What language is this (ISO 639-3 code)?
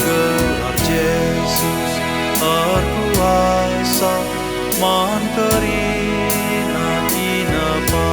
btx